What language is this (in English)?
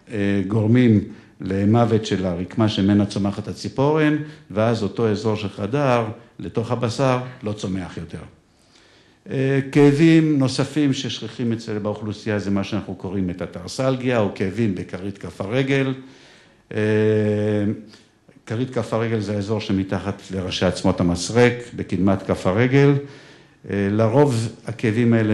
Hebrew